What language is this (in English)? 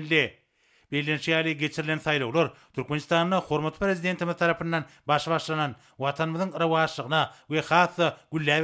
Turkmen